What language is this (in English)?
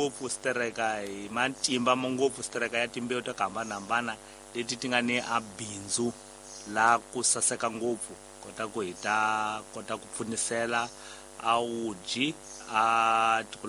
Tsonga